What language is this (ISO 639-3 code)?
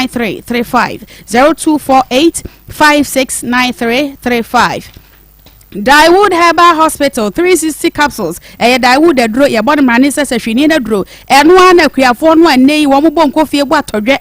aka